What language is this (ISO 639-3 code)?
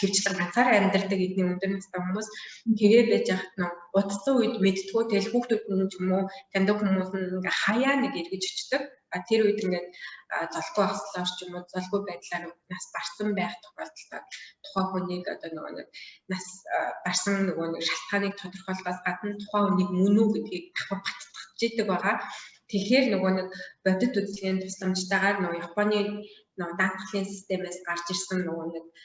mon